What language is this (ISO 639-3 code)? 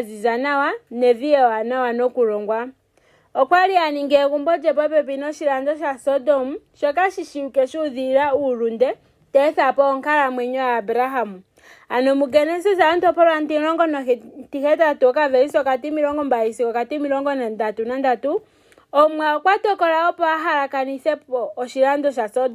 ndo